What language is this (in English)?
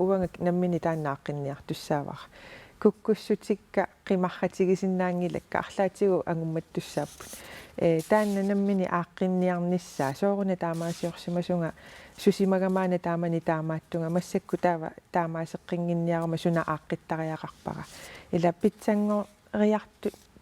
Kalaallisut